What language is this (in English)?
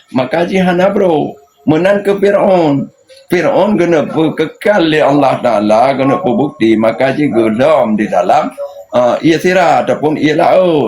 Achinese